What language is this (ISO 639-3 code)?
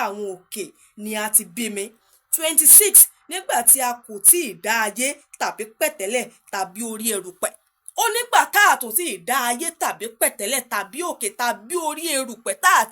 yor